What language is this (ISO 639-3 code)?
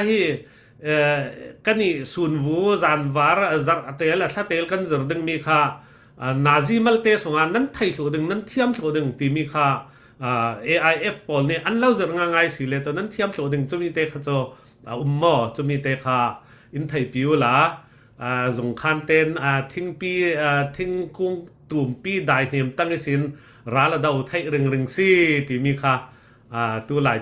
cfm